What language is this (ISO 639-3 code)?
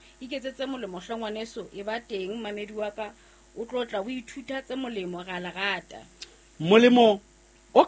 sot